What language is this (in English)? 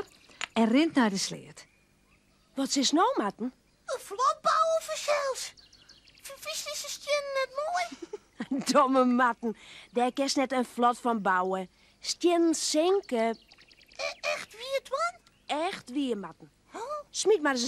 Western Frisian